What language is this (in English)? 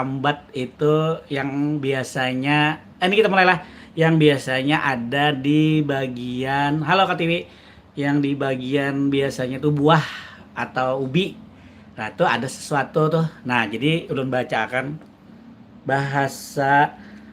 Banjar